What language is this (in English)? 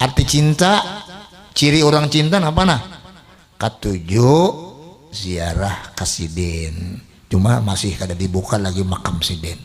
Banjar